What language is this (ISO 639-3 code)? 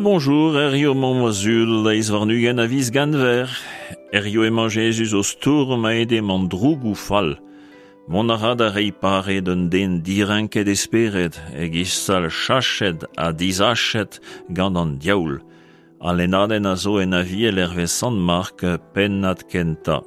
bre